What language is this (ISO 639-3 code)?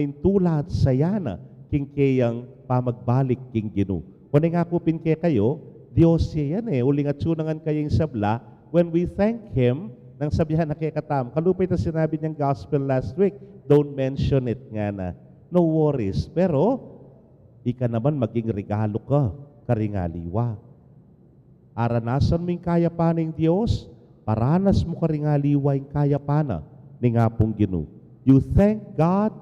pam